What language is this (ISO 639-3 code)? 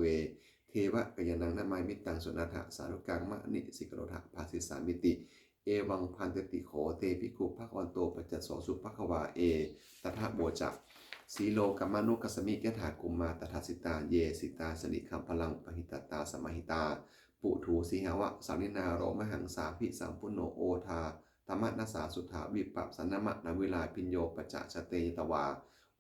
pli